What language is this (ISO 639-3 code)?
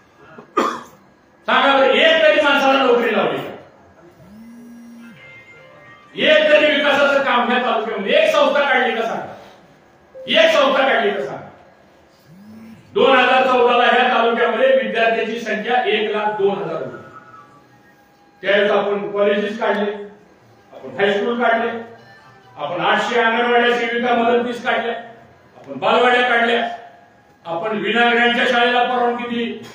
mar